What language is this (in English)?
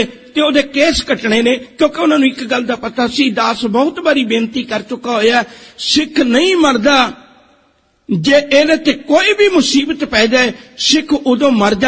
Punjabi